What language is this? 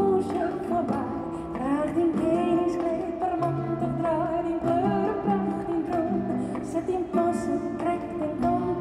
Western Frisian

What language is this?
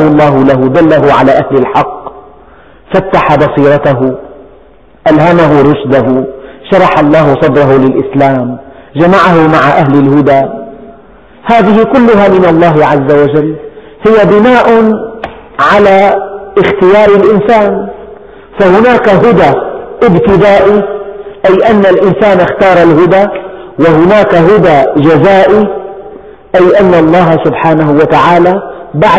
Arabic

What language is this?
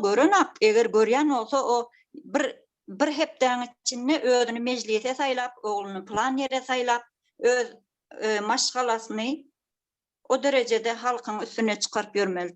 Turkmen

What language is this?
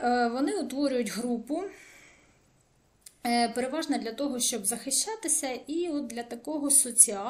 Ukrainian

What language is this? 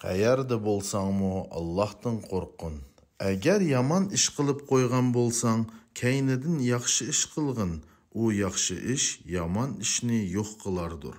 Uyghur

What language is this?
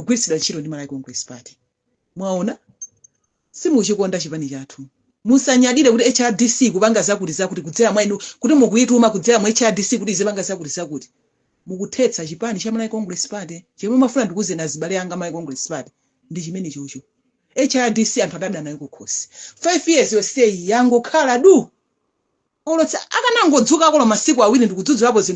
Nyanja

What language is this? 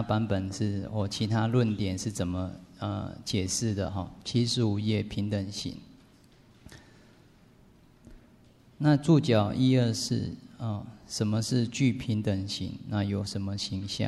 Chinese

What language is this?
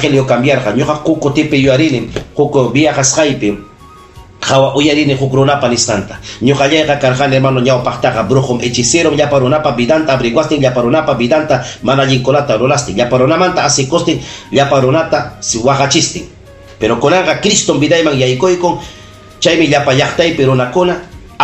Ayacucho Quechua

